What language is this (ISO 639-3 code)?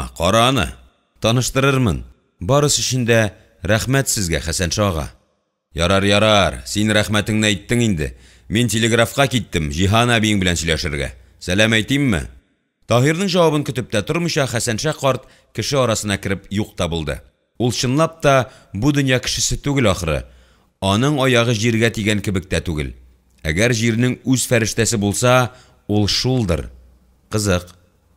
tat